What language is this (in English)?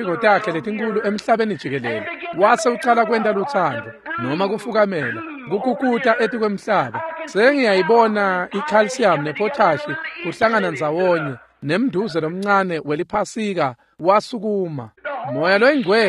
Swati